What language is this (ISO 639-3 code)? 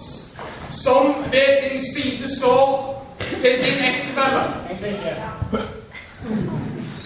nor